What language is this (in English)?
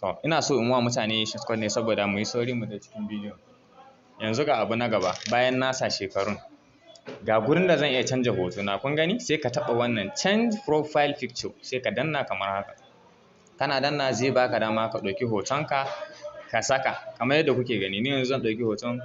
Hausa